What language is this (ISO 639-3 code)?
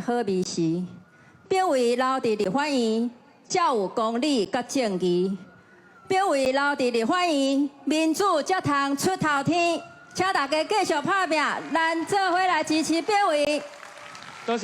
nan